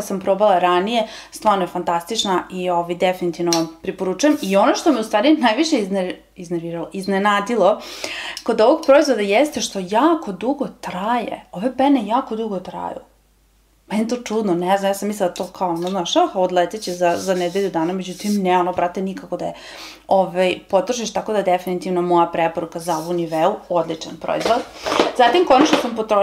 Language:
Serbian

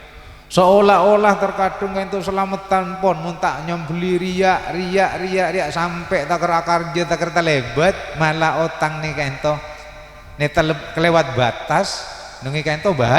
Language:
Madurese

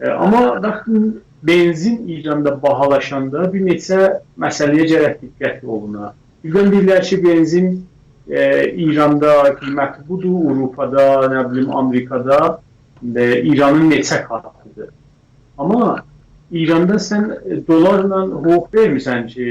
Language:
South Azerbaijani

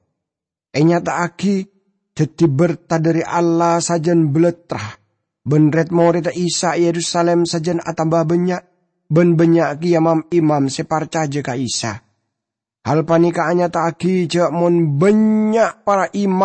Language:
Madurese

